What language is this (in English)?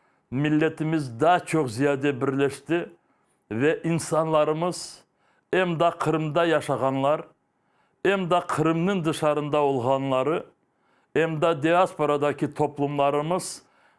Crimean Tatar